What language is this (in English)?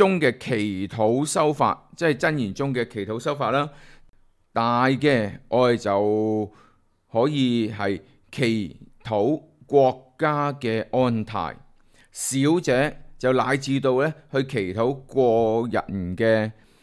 Cantonese